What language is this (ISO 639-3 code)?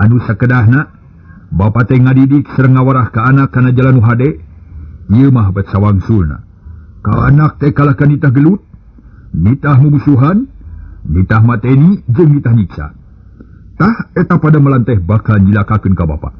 sun